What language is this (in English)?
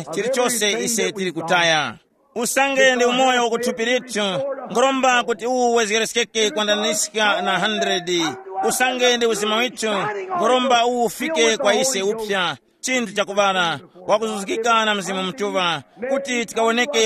Tumbuka